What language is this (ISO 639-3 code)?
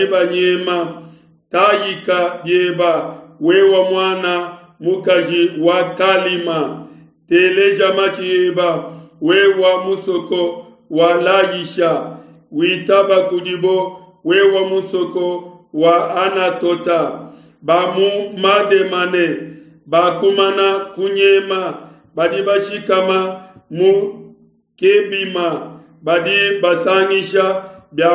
lua